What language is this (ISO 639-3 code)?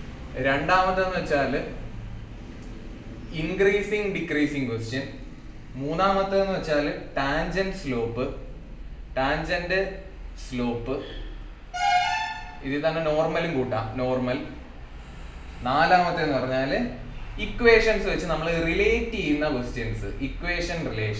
mal